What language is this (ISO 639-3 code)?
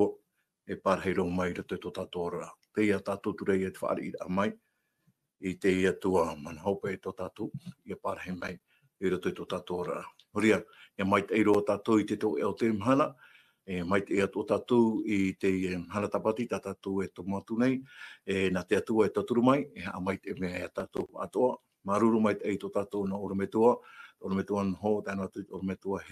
tah